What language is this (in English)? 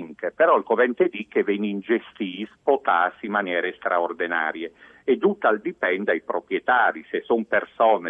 Friulian